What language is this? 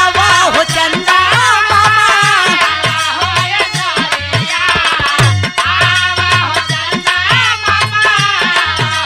Bhojpuri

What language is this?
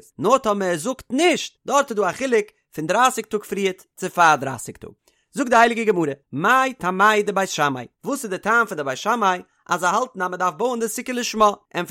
Yiddish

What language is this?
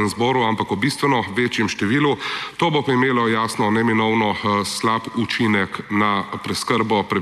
Slovenian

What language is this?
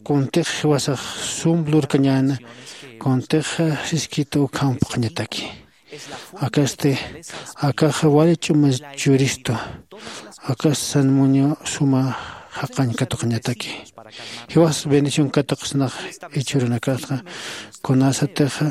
Aymara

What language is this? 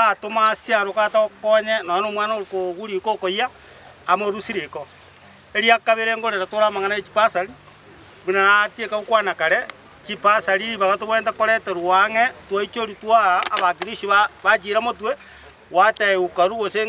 Gusii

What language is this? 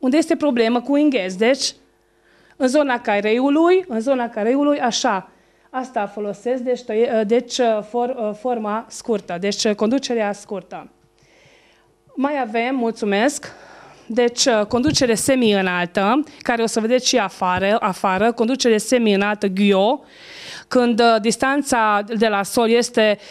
Romanian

